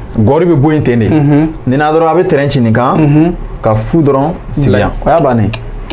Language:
Bambara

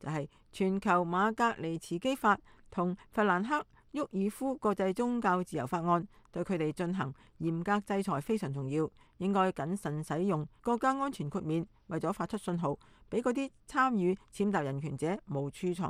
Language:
Cantonese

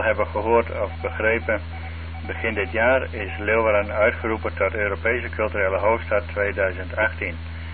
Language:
Dutch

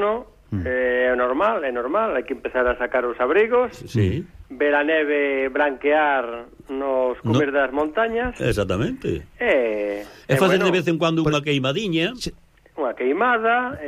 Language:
Galician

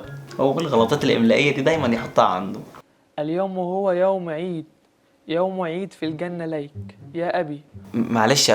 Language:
Egyptian Arabic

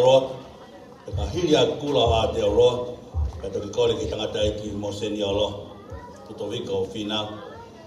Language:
Tongan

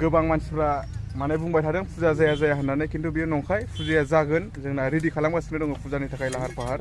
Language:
Bodo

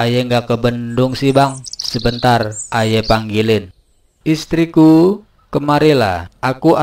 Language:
Betawi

